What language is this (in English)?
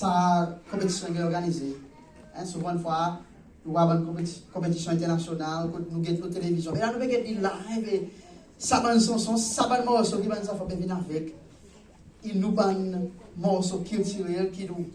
Seselwa Creole French